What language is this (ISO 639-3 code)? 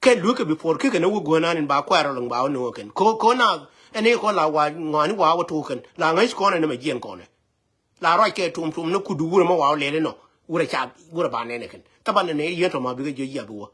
nus